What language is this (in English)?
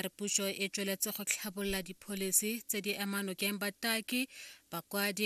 Tswana